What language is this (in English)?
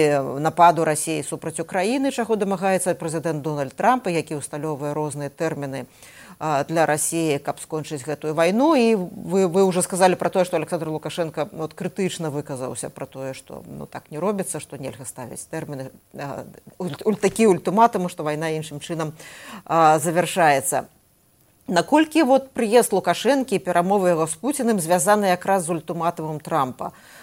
Belarusian